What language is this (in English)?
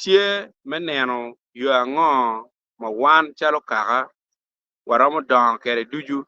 Acoli